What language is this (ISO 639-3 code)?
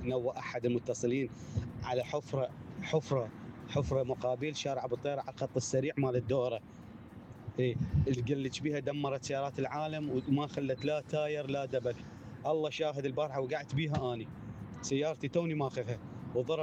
acm